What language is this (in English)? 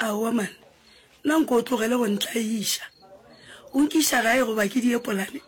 Northern Sotho